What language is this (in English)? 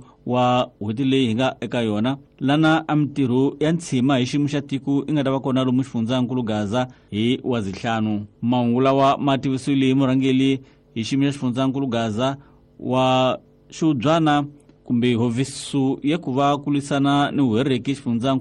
Tsonga